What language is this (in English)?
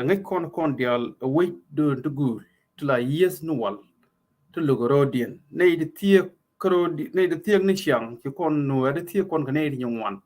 Nuer